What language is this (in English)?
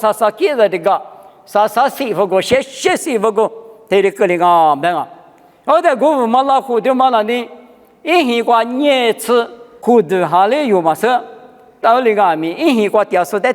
Lisu